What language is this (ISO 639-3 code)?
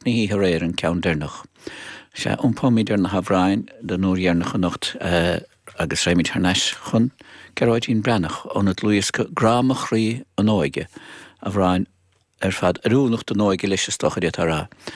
gle